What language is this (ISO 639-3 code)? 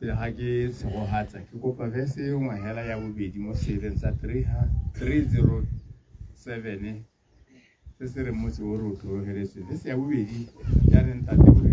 tsn